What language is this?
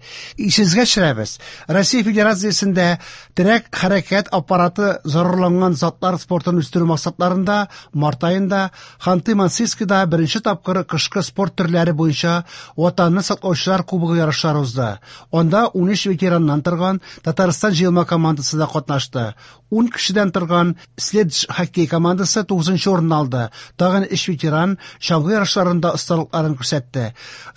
Tatar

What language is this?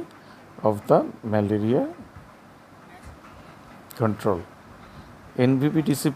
Bangla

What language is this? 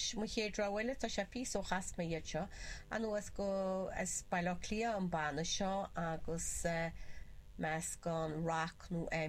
Irish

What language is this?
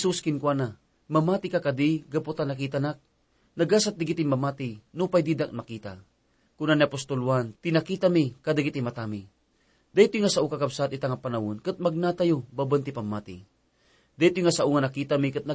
Iloko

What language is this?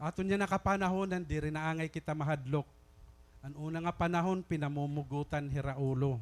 Waray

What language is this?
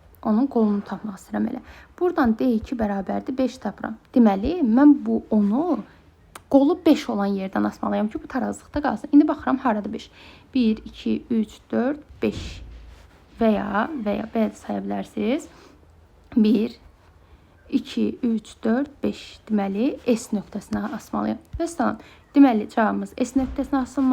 Azerbaijani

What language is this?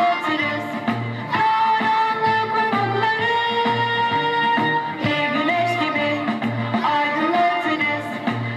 Turkish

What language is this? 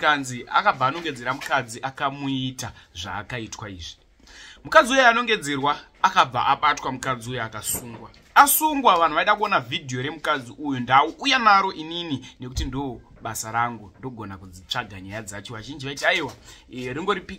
Shona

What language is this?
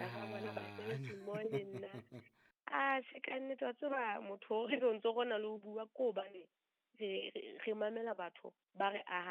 Southern Sotho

